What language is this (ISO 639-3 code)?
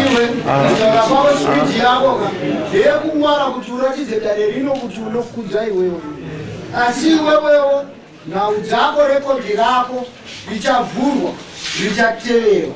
sna